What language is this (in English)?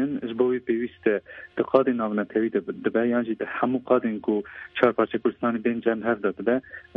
Kurdish